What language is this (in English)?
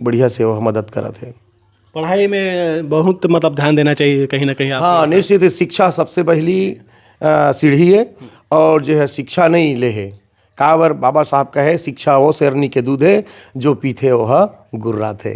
Chhattisgarhi